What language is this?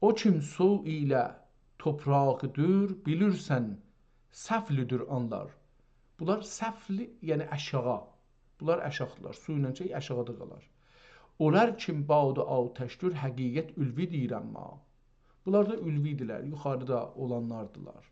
South Azerbaijani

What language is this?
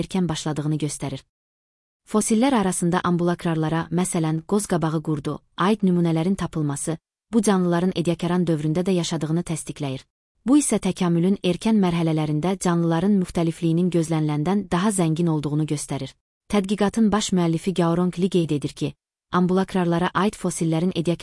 Azerbaijani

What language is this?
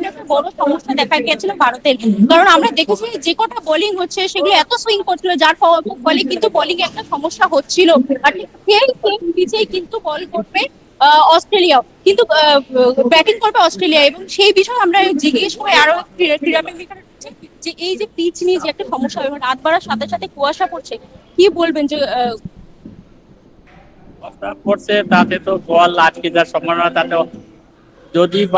Bangla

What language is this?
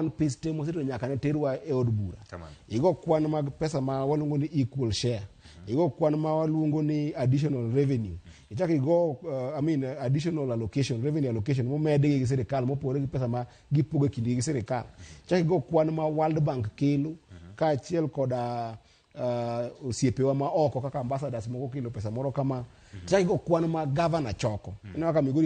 Luo (Kenya and Tanzania)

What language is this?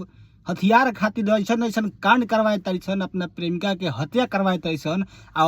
Bhojpuri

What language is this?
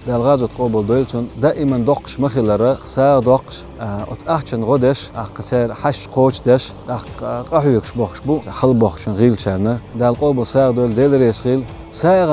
Chechen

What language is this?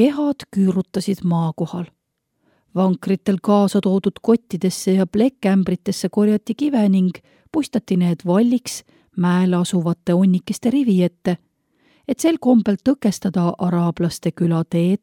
Estonian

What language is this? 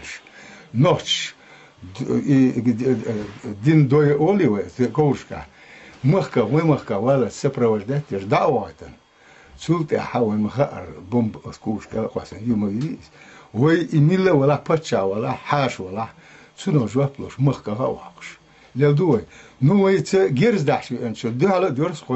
Chechen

